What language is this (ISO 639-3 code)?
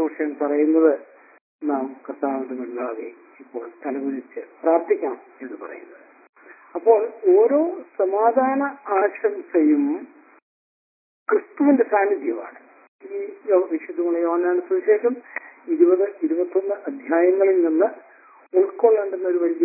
mal